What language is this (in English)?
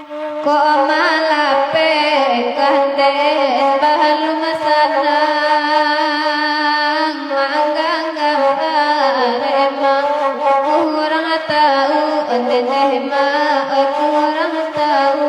Minangkabau